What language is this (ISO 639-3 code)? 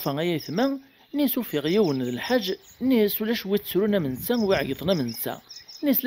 kab